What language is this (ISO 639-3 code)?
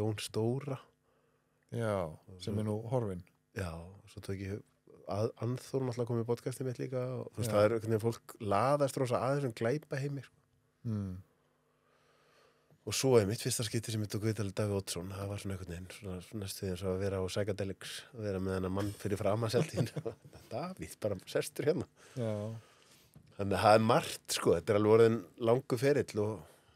isl